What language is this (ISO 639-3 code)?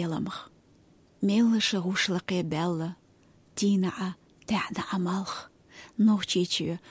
che